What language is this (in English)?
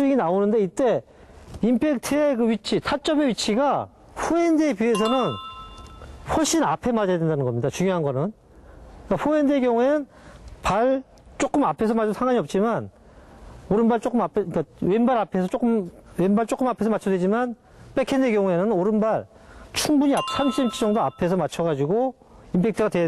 Korean